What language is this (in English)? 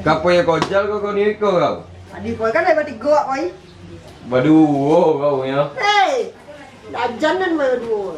Minangkabau